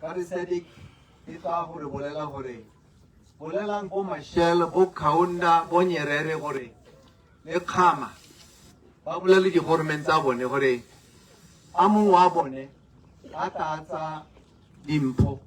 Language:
Tswana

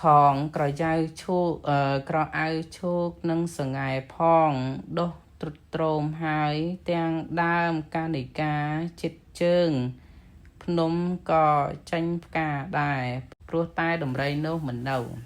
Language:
Khmer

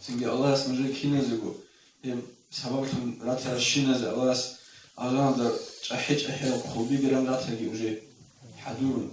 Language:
Avaric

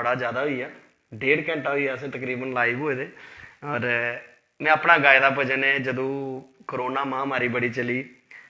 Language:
Dogri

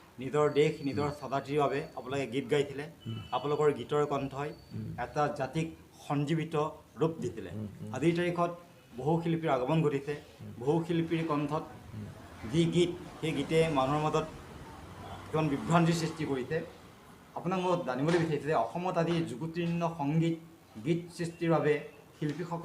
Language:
Assamese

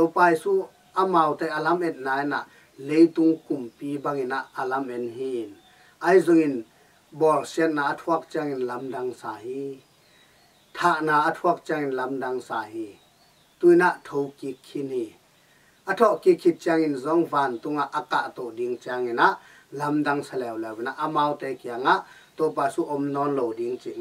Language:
Tedim Chin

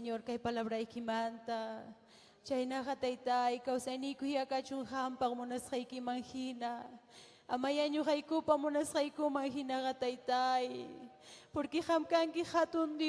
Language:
Ayacucho Quechua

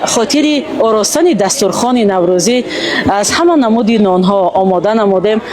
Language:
Tajik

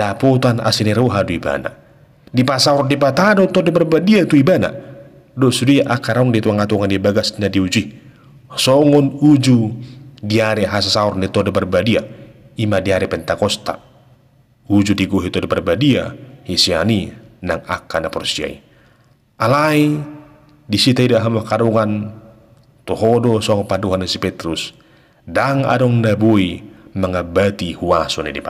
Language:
Batak Toba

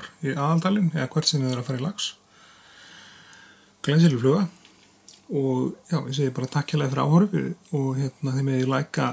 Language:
Icelandic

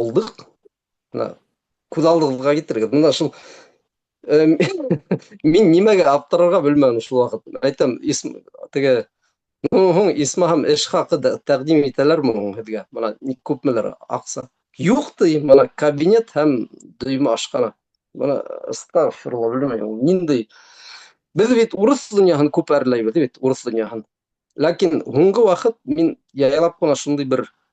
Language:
Bashkir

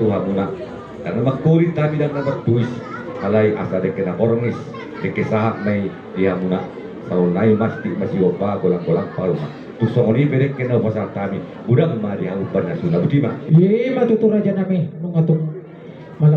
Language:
Batak Toba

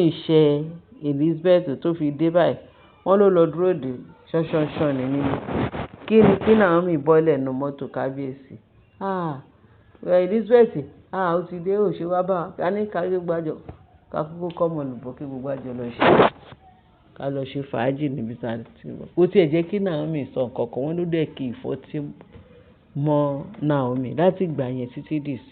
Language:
Yoruba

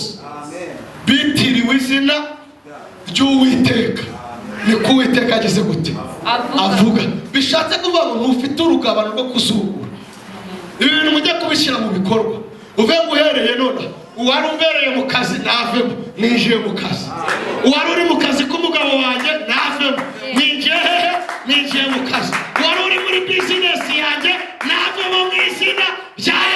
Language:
Kinyarwanda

